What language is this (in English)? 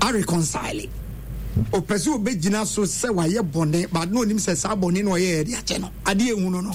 Akan